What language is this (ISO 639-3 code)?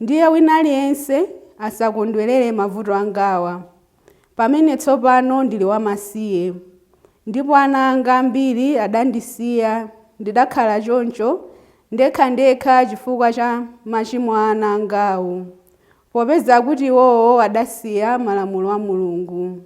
nya